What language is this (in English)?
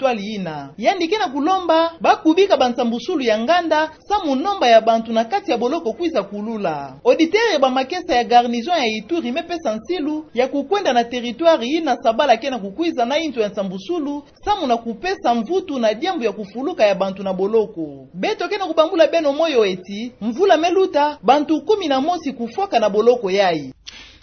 Kituba (Democratic Republic of Congo)